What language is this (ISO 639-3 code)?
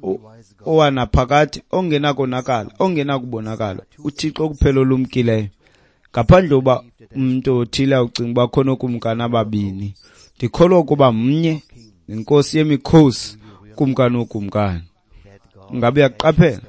xho